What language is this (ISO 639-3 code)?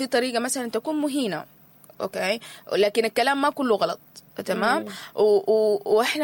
apd